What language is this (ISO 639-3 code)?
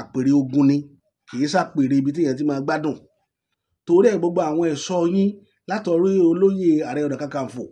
yor